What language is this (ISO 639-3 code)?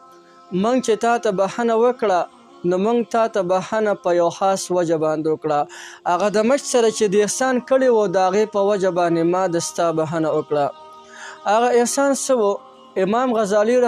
pus